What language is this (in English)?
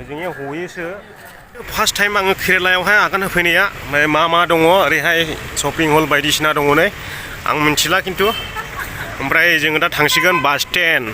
Bodo